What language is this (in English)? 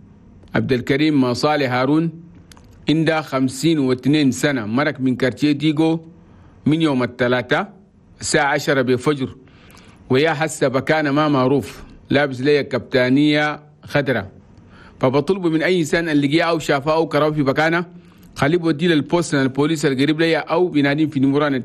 Chadian Arabic